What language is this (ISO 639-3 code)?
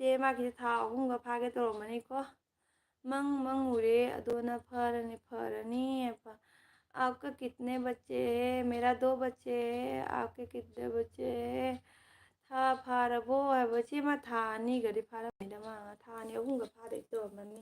mni